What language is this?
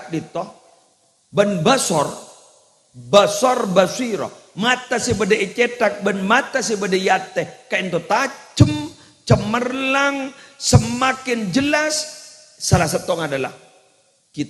Madurese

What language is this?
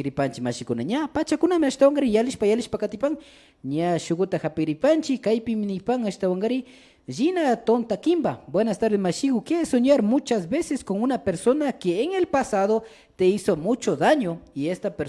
Imbabura Highland Quichua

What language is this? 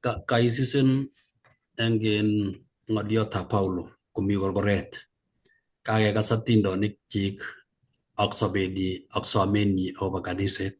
Kalenjin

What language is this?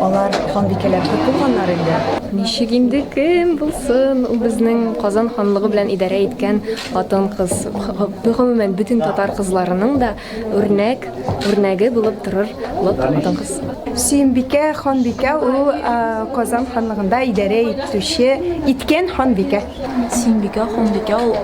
Tatar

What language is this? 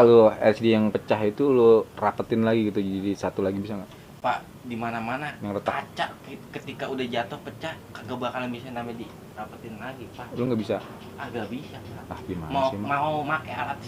Betawi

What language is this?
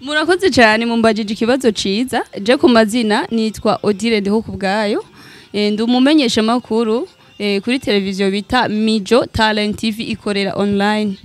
Rundi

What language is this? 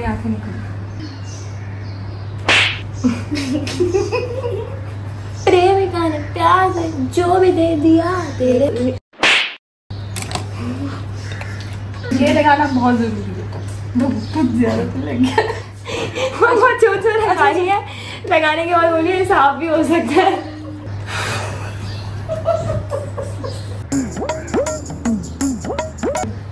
Hindi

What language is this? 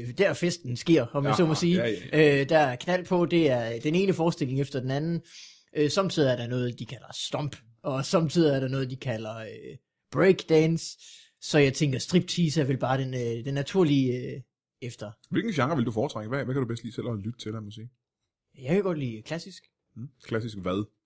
Danish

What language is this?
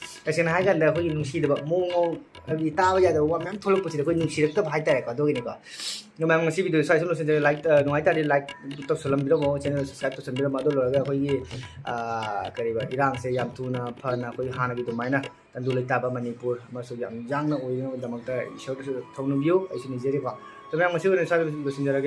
Manipuri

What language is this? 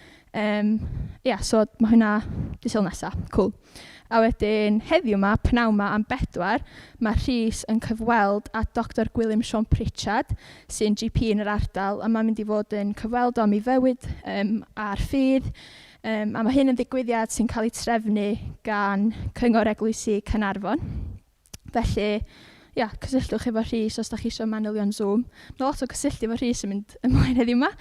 Welsh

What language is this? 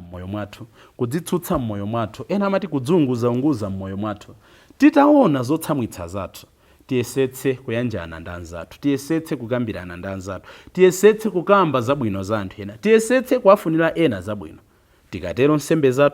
Nyanja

